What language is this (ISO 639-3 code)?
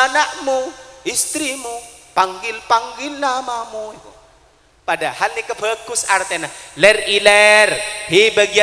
mad